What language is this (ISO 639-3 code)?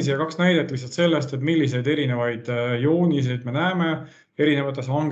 est